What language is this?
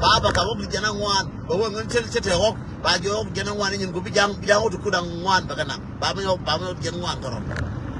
Nuer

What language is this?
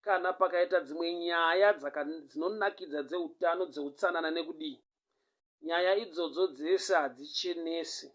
Shona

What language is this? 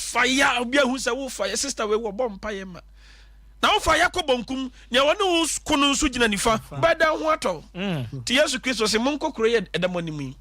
Akan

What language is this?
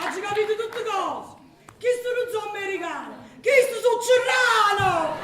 Neapolitan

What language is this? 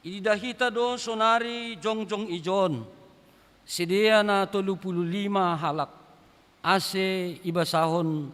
Batak Simalungun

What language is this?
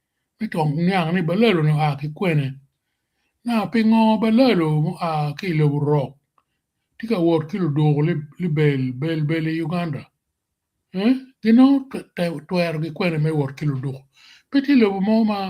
Acoli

